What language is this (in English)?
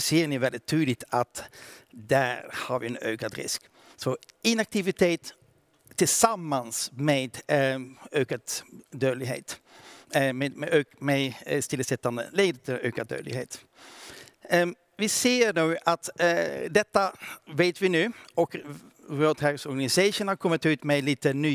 Swedish